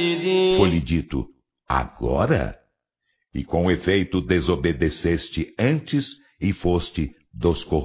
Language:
Portuguese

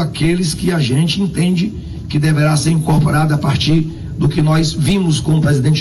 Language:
Portuguese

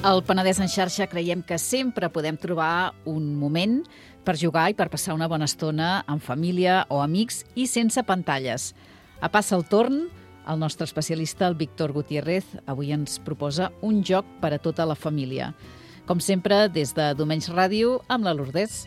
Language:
Catalan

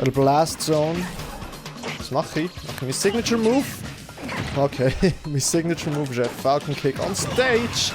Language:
Swiss German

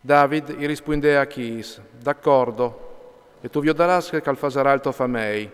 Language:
Friulian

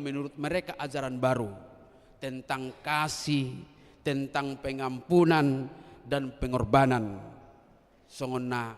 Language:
Batak Toba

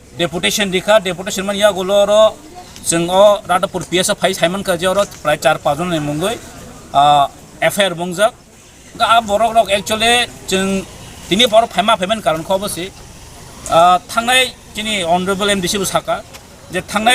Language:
Kok Borok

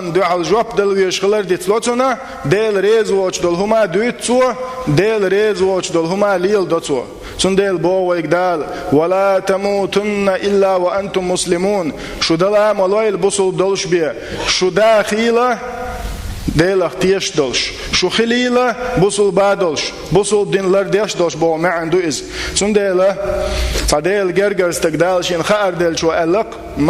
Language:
Chechen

